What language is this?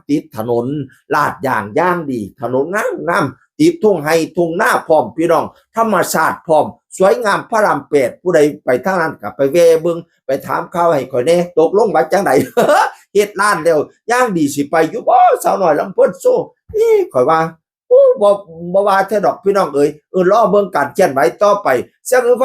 Northeastern Thai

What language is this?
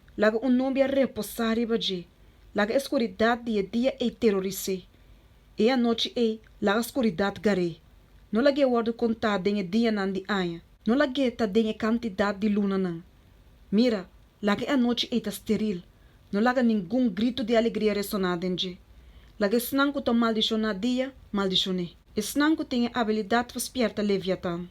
Papiamento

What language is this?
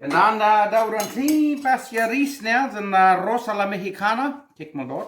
Plautdietsch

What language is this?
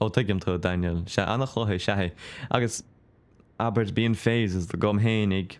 Irish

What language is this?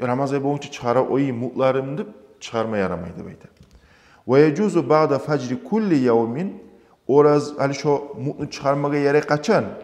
Kumyk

